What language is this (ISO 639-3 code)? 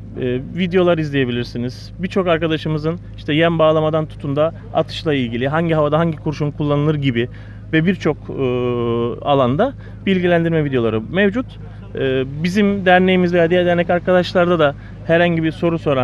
tur